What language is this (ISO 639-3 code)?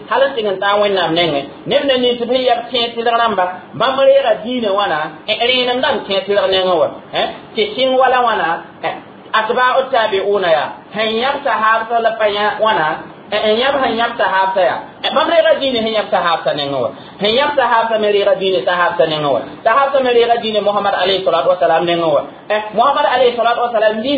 mos